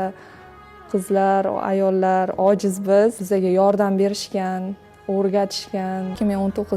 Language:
Uzbek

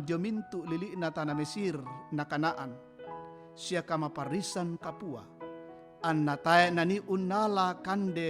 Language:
Toraja-Sa'dan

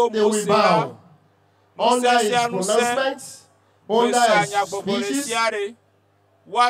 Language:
Ewe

